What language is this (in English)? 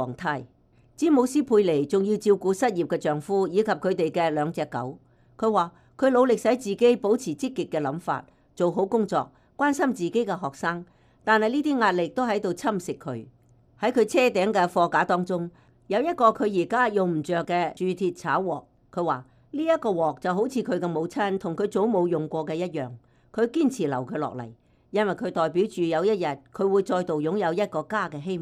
Cantonese